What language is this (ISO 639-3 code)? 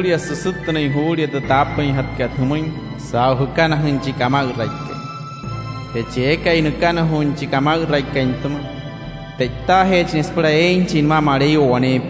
guc